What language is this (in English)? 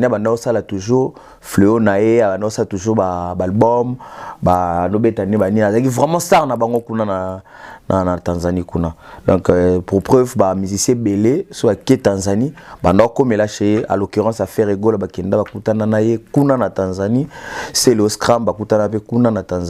Lingala